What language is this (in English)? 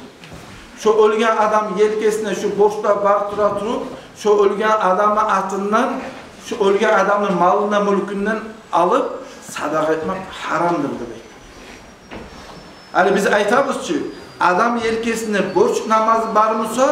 Kumyk